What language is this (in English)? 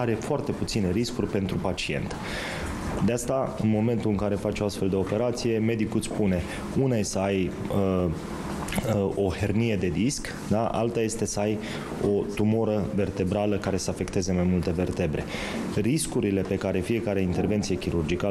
Romanian